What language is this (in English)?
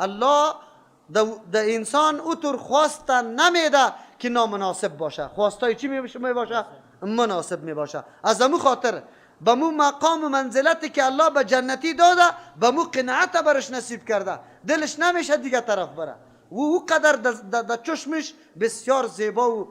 Persian